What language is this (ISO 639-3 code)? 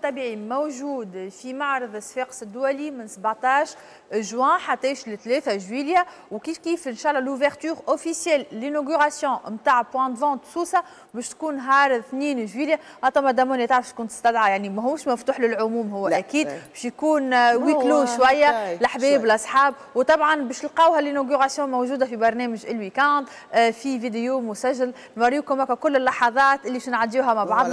aeb